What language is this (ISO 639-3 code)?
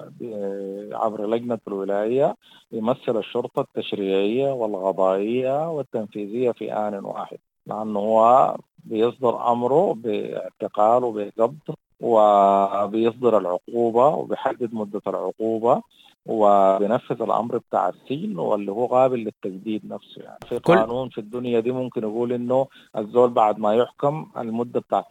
apd